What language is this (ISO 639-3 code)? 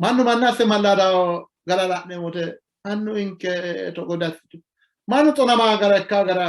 sid